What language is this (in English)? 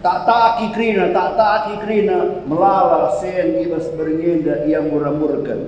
Batak Karo